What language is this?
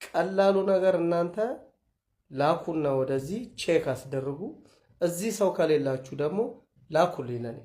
Amharic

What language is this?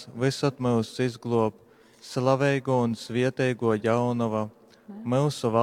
Latgalian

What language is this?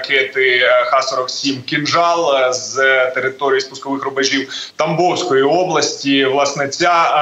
Ukrainian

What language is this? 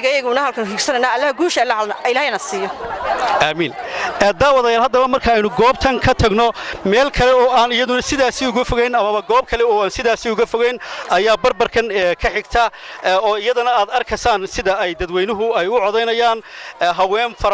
Somali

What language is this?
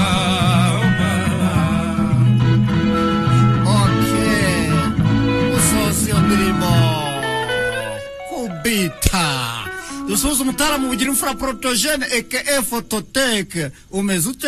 Kinyarwanda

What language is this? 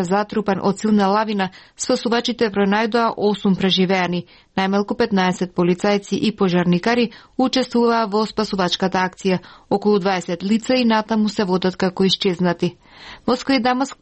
Macedonian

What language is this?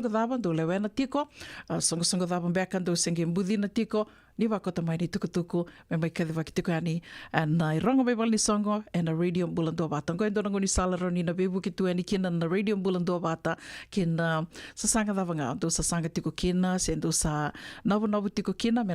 Fijian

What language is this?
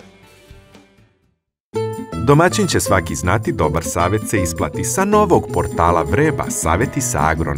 Serbian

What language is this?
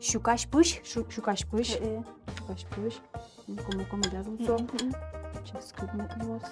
Udmurt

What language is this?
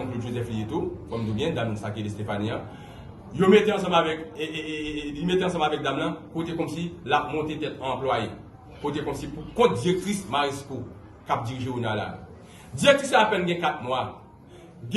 Haitian Creole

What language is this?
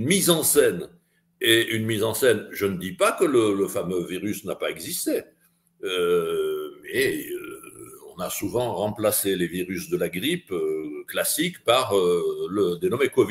French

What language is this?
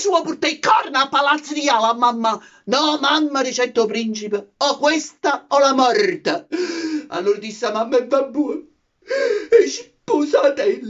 Neapolitan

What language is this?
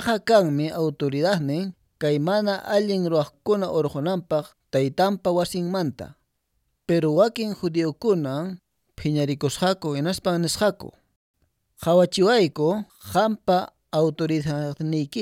Quechua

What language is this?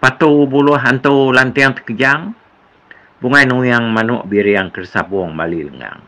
Iban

